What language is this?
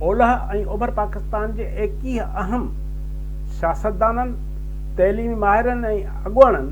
Sindhi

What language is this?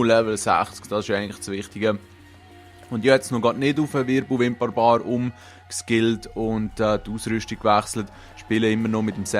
Swiss German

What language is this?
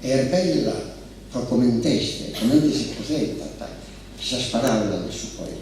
Sardinian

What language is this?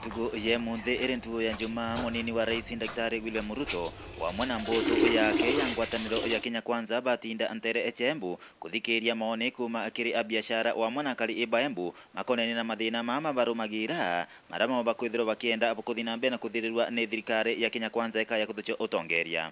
Meru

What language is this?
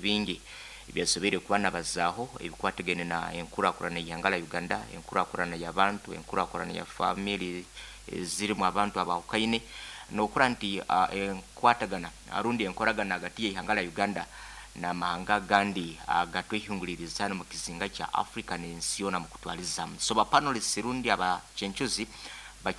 Nyankole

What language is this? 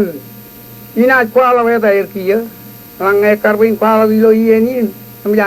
Marshallese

